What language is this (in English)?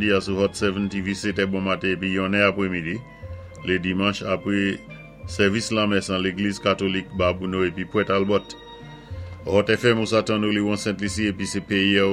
Saint Lucian Creole French